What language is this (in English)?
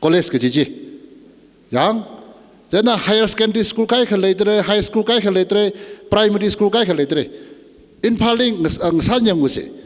Tangkhul Naga (India)